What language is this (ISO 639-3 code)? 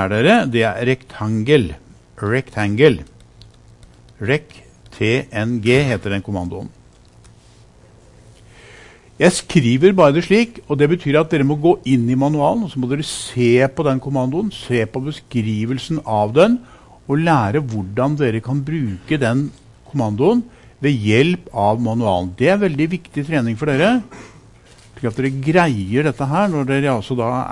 nor